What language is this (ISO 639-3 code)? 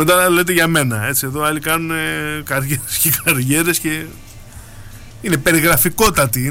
ell